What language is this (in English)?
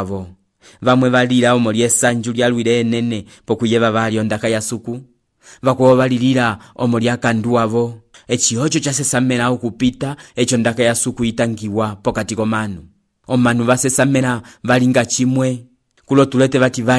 Umbundu